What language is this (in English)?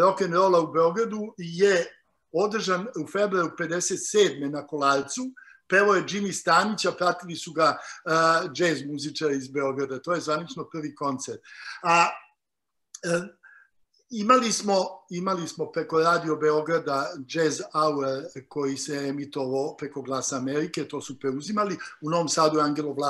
Serbian